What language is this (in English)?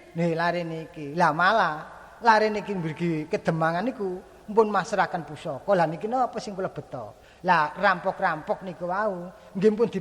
Javanese